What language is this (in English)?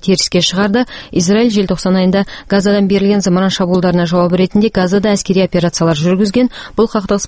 Kazakh